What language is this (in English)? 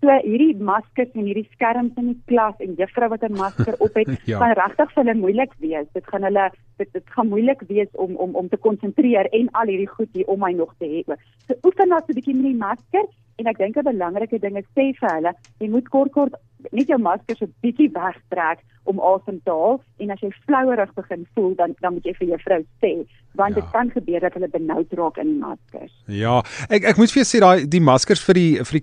Afrikaans